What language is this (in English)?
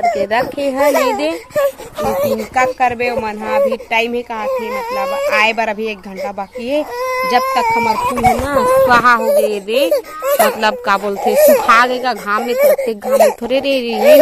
Chhattisgarhi